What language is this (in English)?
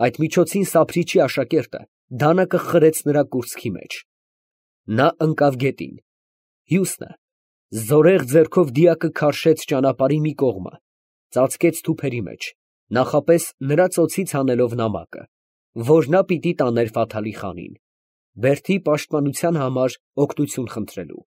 Armenian